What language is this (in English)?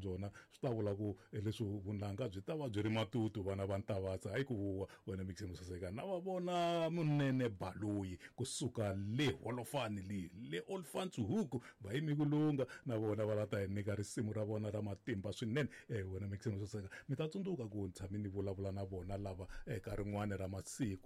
Tsonga